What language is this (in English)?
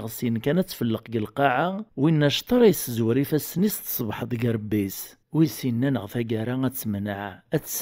Kabyle